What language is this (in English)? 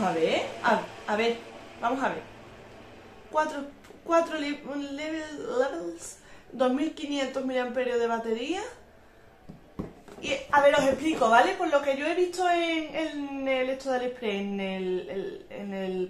Spanish